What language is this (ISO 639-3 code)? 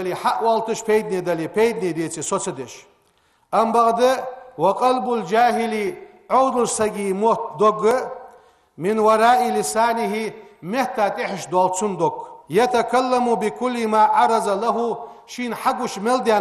inh